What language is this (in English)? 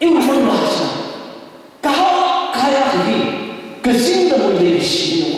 Tangkhul Naga (India)